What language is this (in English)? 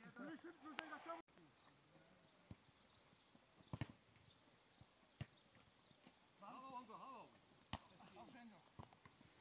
Czech